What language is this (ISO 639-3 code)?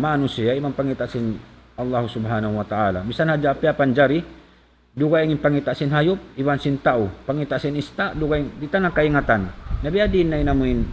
tsg